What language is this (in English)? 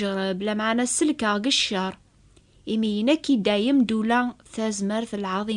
Kabyle